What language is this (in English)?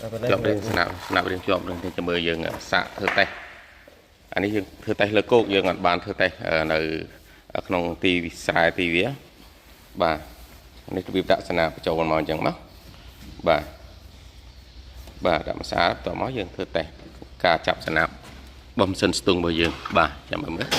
Khmer